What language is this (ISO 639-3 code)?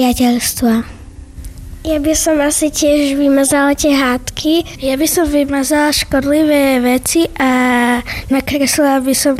slk